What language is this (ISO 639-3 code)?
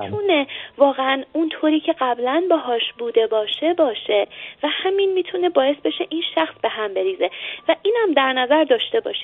fas